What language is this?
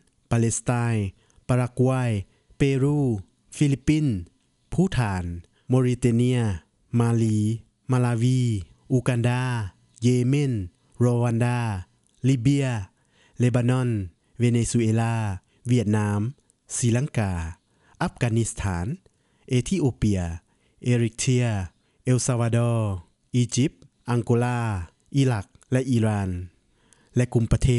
Lao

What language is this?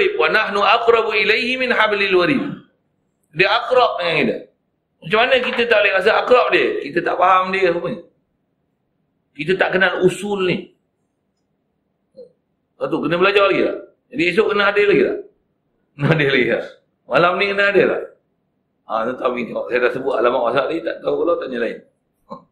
Malay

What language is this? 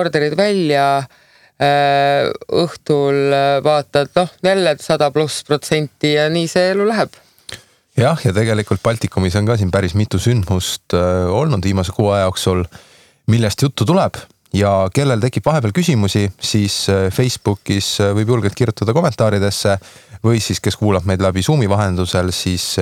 Estonian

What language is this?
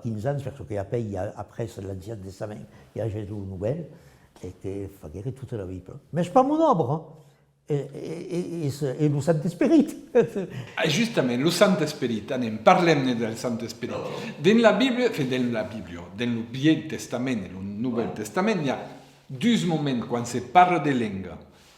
Occitan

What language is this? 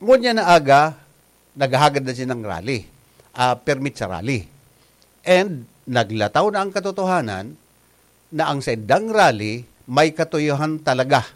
Bikol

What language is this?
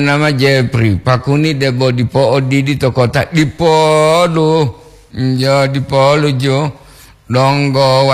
Gorontalo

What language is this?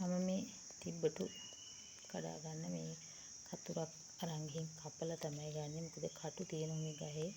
Sinhala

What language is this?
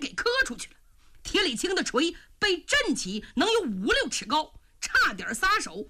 Chinese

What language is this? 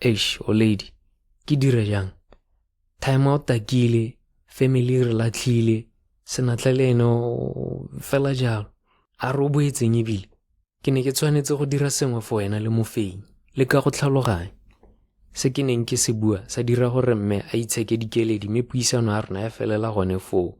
Tswana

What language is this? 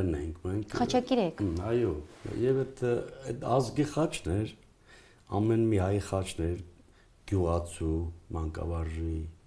Armenian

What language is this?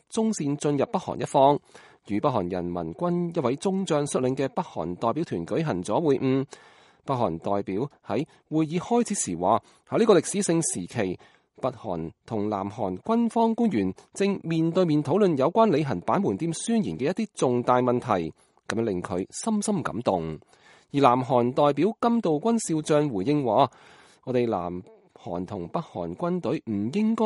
Cantonese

